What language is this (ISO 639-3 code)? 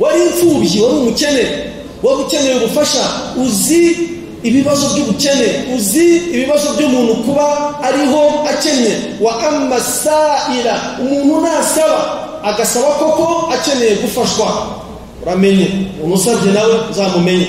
kin